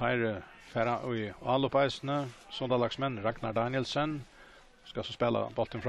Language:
Faroese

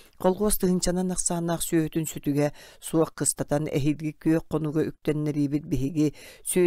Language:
Yakut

